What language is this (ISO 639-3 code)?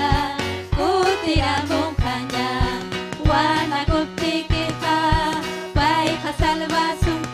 quy